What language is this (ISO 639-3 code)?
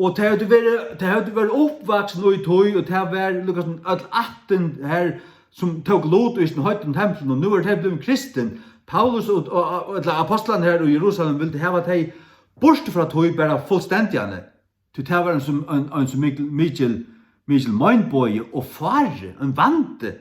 fao